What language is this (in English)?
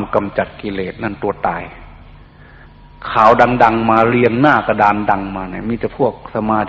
Thai